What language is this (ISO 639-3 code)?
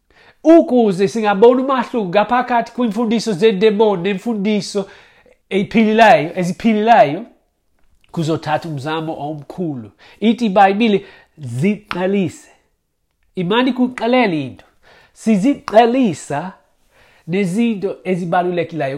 xho